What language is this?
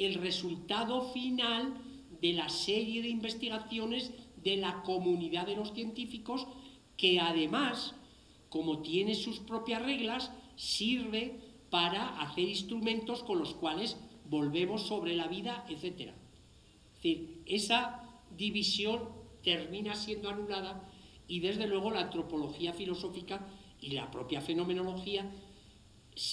Spanish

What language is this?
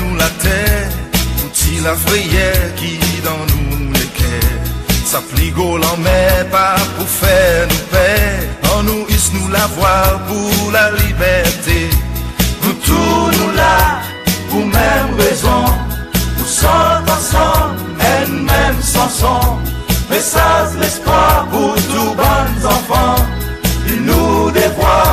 Seselwa Creole French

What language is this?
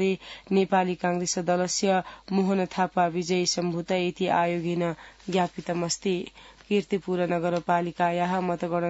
Sanskrit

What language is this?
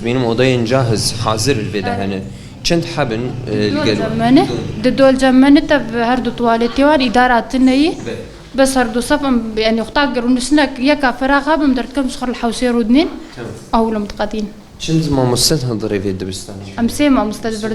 Kurdish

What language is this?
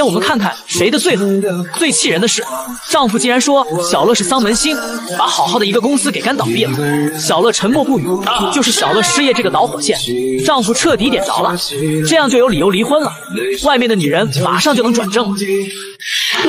Chinese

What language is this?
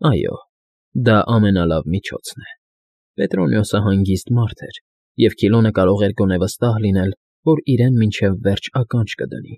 Armenian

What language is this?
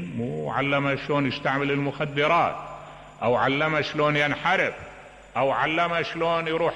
Mesopotamian Arabic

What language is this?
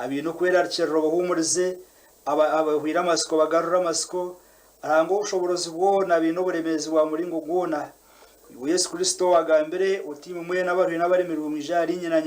Nyankole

